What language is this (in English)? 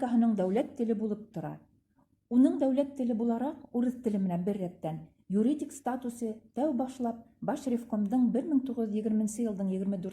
Bashkir